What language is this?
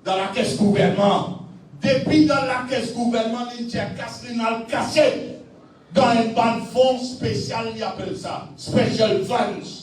Morisyen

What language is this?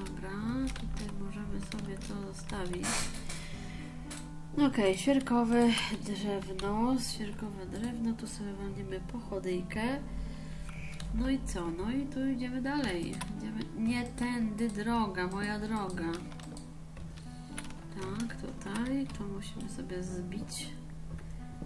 Polish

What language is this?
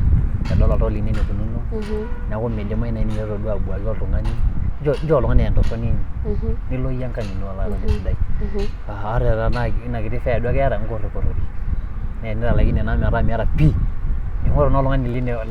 Masai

